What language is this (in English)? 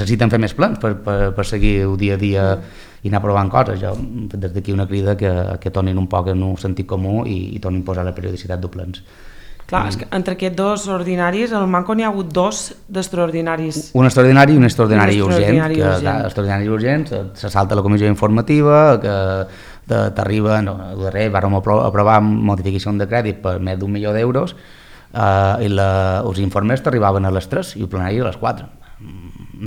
Catalan